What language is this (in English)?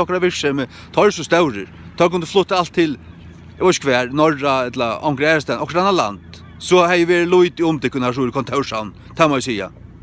Faroese